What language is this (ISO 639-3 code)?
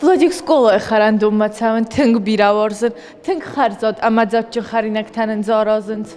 oss